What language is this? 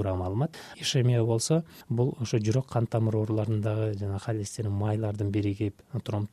Kyrgyz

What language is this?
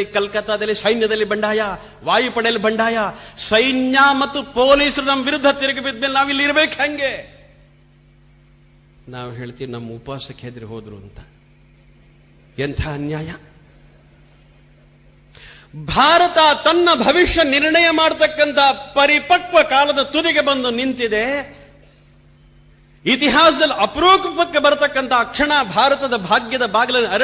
Kannada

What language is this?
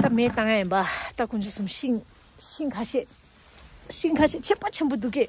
Tibetan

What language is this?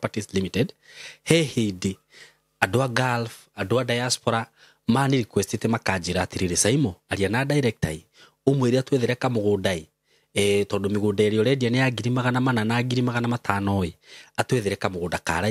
Kikuyu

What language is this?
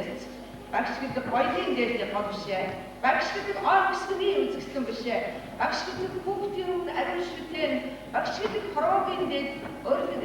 Mongolian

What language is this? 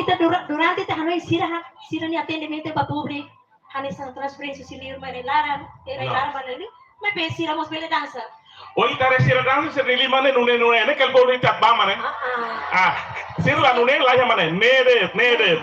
Tetum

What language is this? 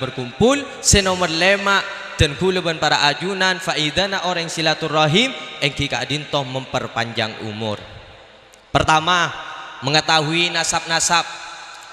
Madurese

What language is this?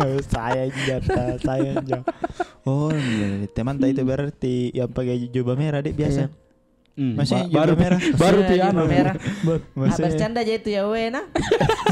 Makassar Malay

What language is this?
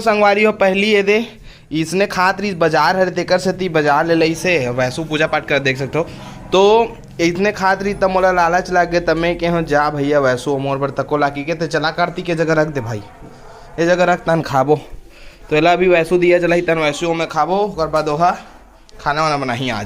Chhattisgarhi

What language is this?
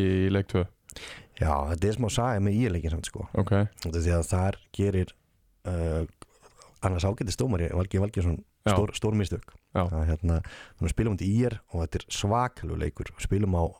Icelandic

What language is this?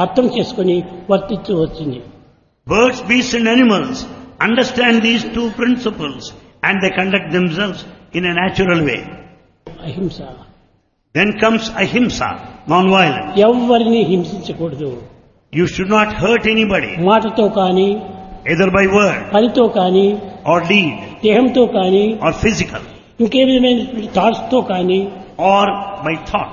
Telugu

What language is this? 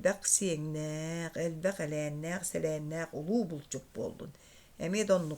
Yakut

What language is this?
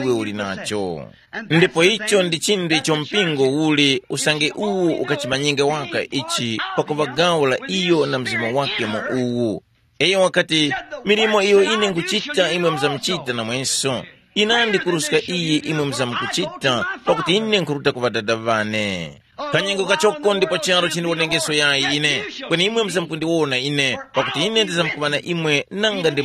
Tumbuka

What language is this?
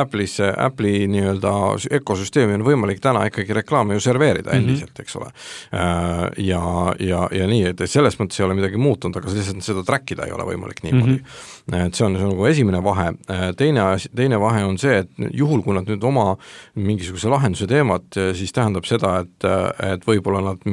Estonian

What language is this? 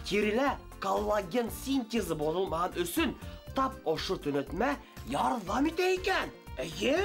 Bashkir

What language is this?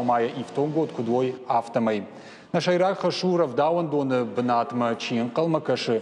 Ossetic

